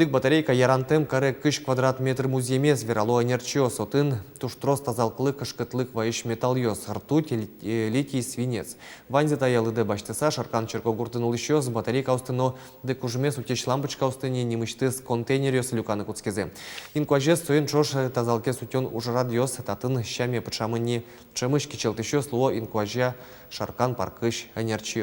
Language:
Udmurt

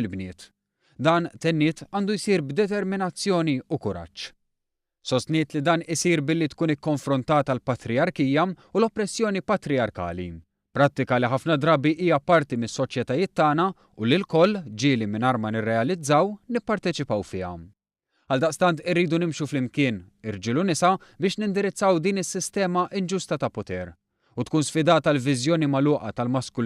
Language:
Maltese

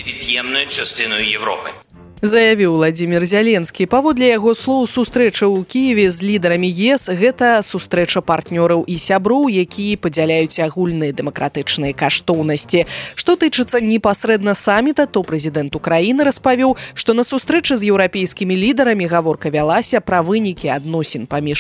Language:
Belarusian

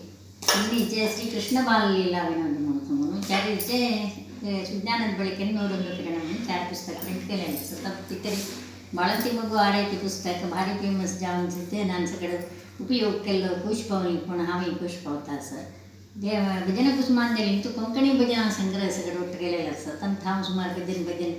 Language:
Konkani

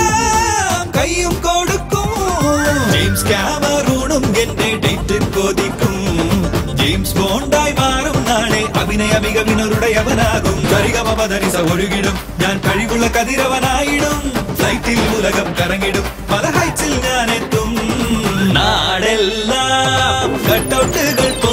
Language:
Malayalam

